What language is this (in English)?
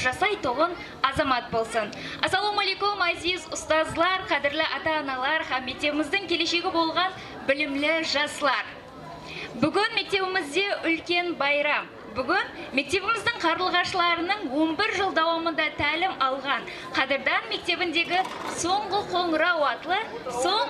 Kara-Kalpak